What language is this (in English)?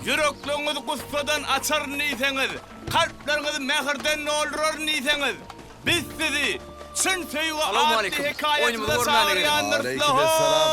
Turkmen